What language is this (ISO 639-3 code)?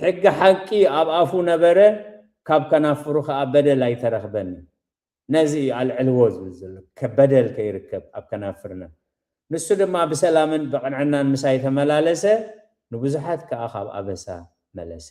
tir